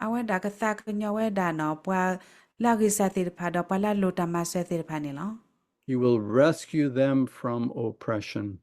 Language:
S'gaw Karen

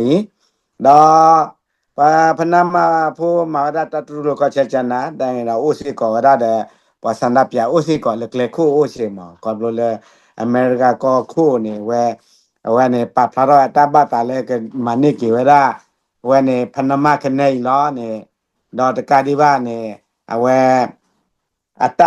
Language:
S'gaw Karen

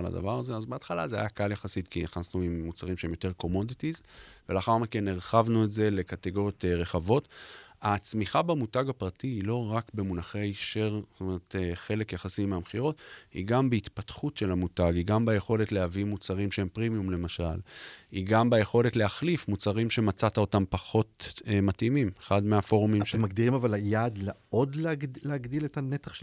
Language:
Hebrew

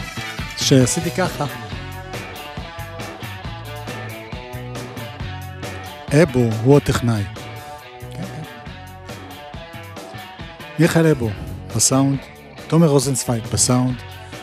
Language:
Hebrew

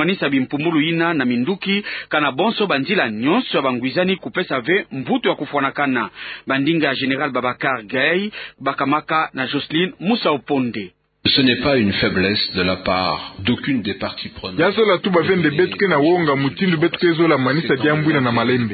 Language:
Kituba (Democratic Republic of Congo)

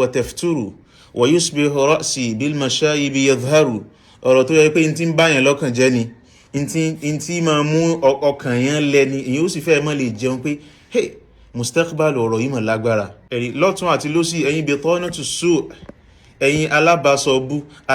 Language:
Yoruba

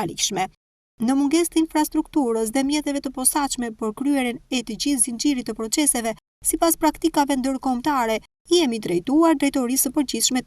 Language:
Albanian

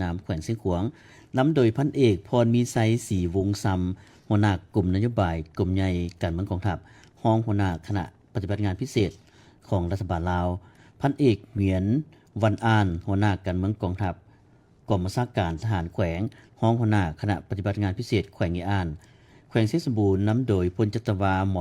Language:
Lao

